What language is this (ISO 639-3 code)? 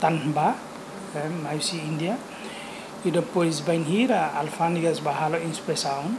tet